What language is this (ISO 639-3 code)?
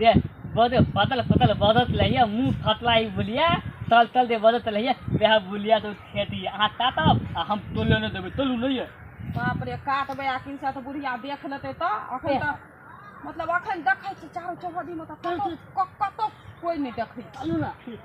mai